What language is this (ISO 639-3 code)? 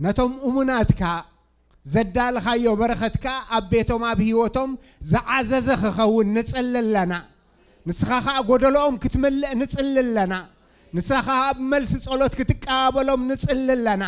tir